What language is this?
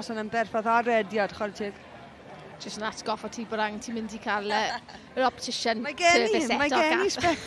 Welsh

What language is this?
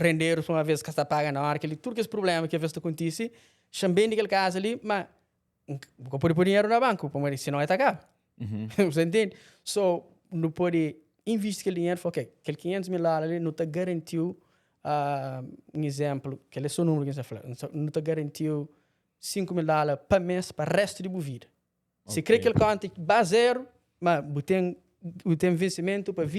Kabuverdianu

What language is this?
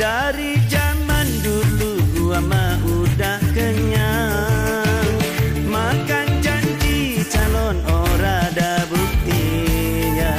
Betawi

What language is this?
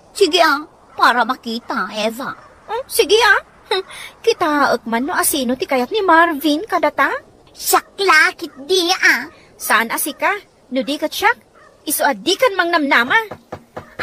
Iloko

